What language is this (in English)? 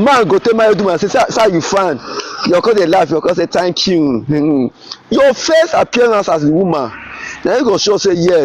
Nigerian Pidgin